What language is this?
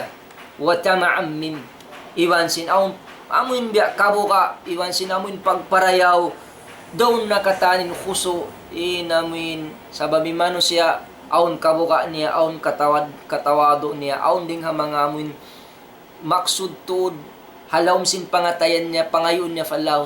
Tausug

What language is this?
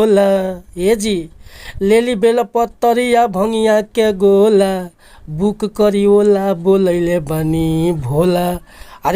Bhojpuri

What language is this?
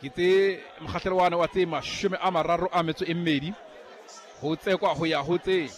Southern Sotho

